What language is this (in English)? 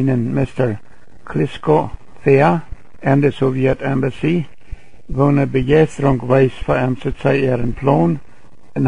Plautdietsch